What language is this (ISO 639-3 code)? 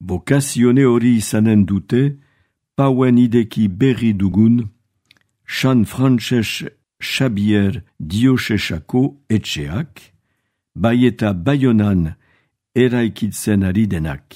eus